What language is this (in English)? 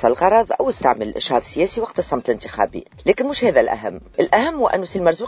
Tunisian Arabic